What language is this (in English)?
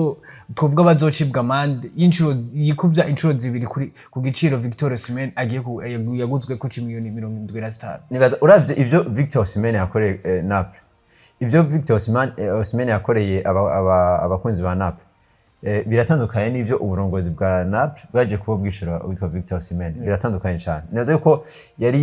Rundi